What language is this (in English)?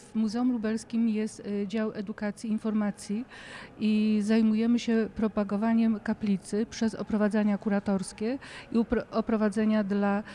Polish